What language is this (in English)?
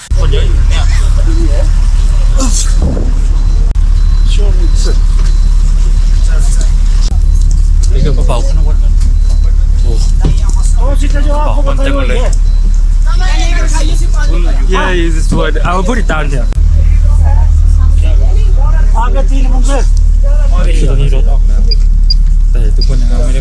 Thai